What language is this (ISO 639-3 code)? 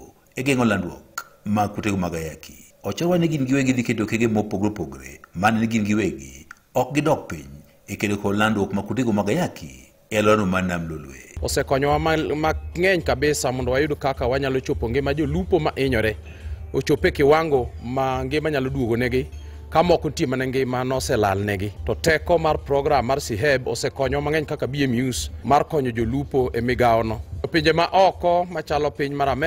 luo